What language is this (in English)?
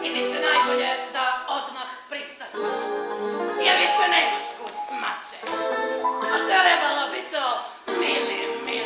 Serbian